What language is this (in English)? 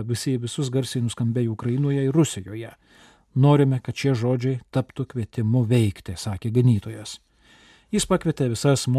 Lithuanian